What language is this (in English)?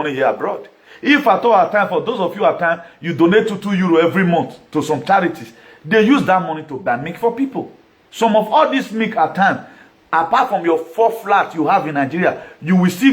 Nigerian Pidgin